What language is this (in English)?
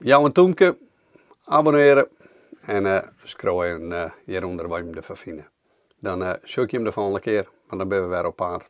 Western Frisian